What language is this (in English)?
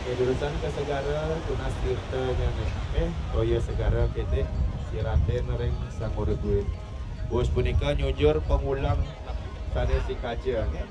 Balinese